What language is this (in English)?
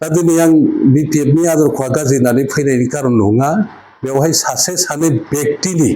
Bodo